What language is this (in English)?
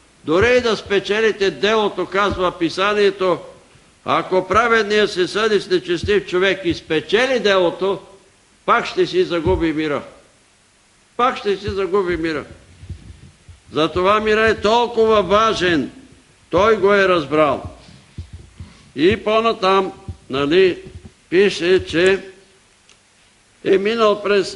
Bulgarian